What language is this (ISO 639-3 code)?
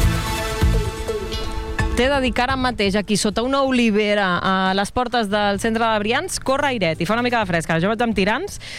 cat